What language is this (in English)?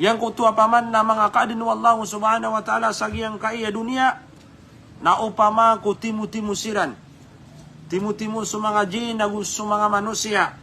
Maranao